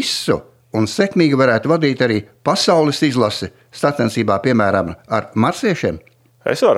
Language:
Latvian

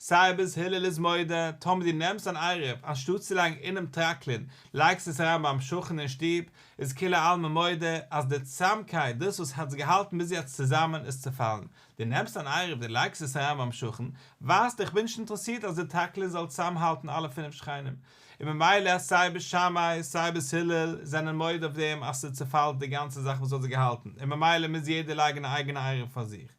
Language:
Yiddish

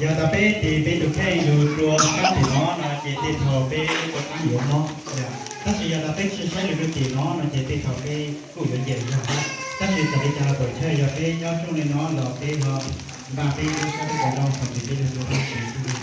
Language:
Hmong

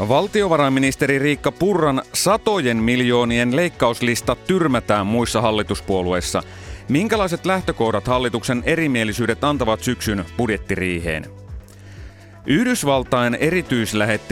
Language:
Finnish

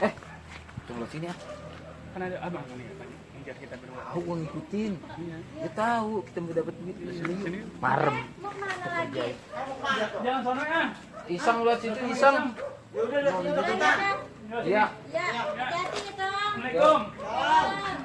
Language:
Betawi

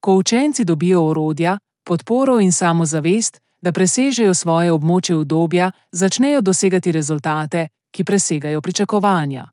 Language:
Slovenian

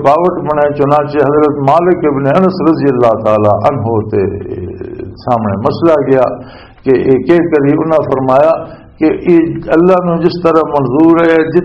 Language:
Western Panjabi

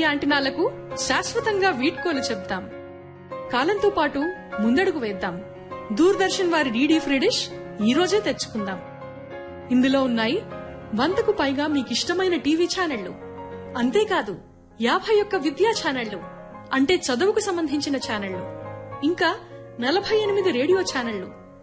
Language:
Telugu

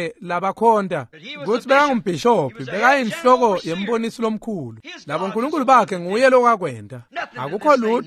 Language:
Swati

